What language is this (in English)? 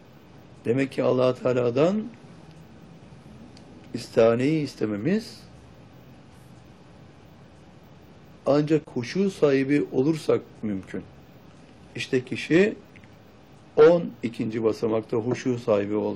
Turkish